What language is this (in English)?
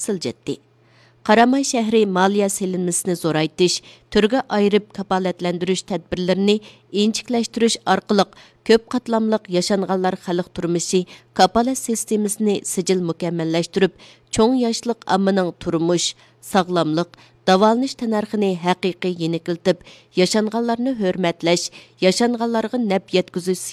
Uyghur